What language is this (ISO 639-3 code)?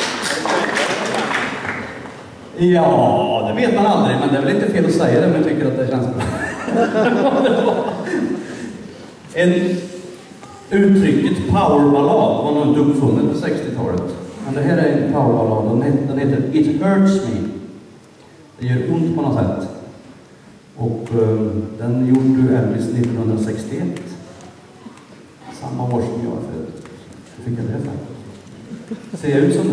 swe